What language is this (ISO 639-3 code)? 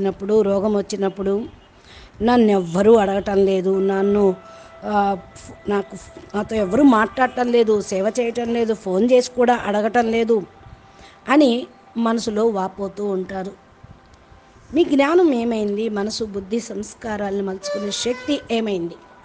tel